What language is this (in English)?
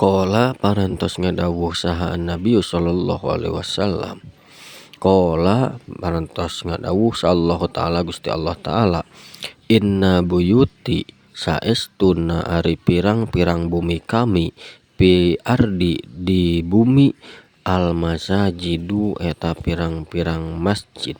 Sundanese